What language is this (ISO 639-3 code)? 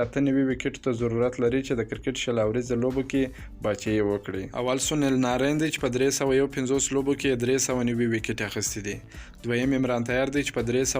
pus